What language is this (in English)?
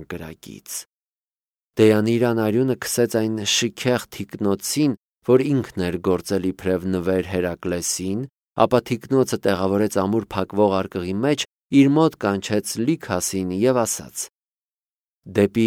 Armenian